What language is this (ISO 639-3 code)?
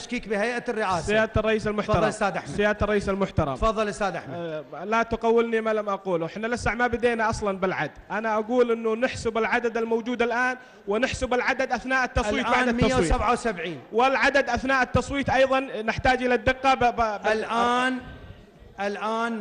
ara